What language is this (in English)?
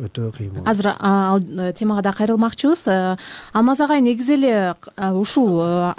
Kyrgyz